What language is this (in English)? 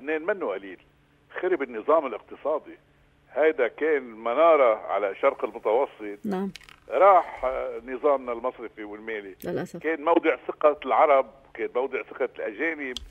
North Levantine Arabic